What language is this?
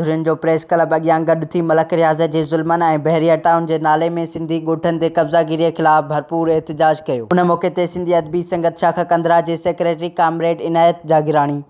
Sindhi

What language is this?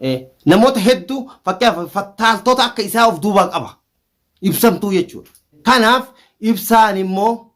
Oromo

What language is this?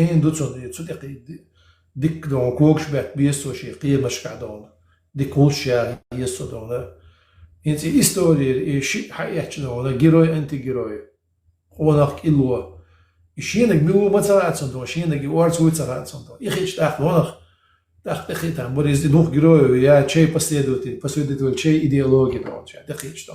Chechen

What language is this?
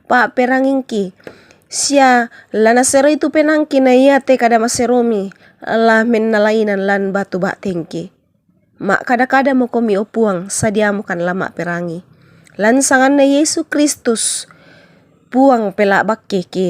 Toraja-Sa'dan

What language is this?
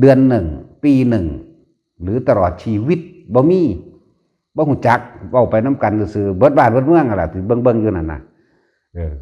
Lao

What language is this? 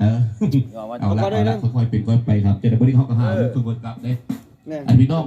Northeastern Thai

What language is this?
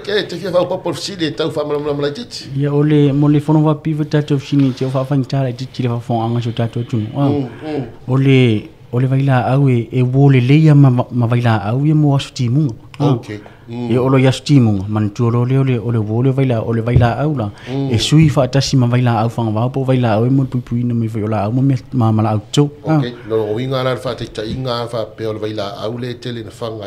Samoan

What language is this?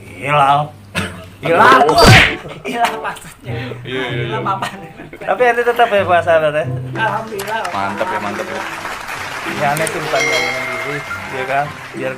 Betawi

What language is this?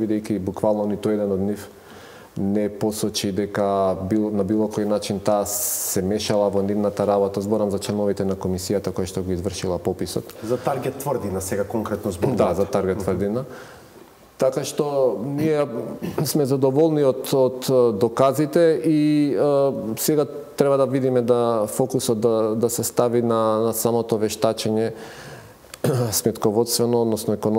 Macedonian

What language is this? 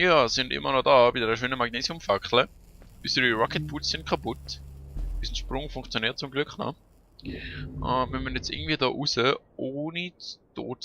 Swiss German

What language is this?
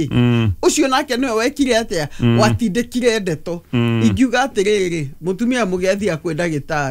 Kikuyu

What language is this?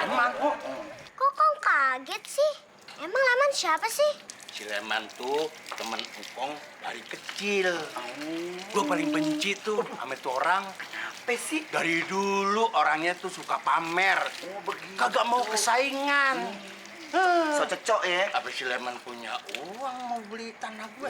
Betawi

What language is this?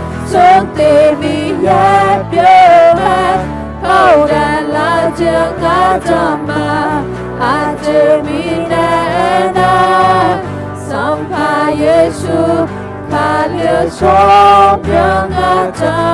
Akha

